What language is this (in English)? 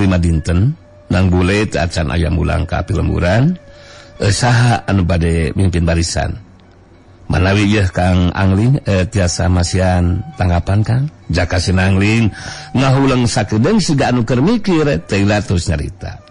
Sundanese